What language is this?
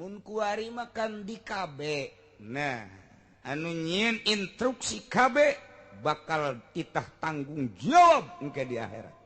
Sundanese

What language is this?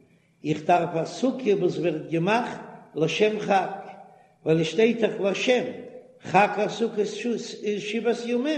Yiddish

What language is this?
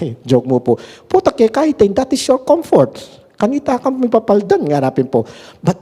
Pampanga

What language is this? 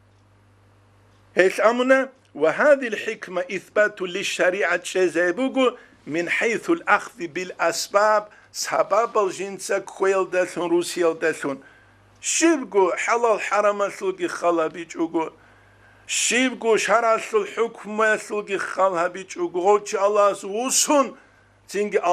Avaric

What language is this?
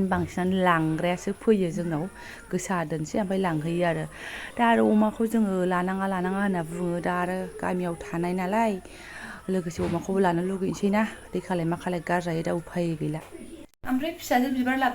Bodo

